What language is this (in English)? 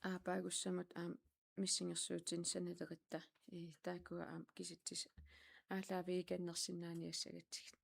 Kalaallisut